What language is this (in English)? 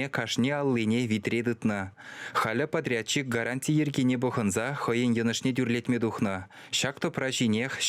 Chuvash